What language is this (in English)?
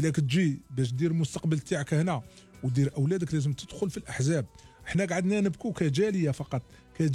Algerian Arabic